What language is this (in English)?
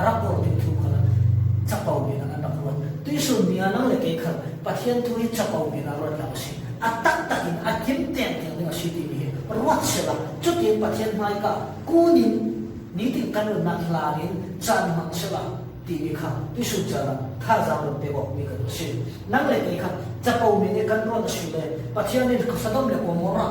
Falam Chin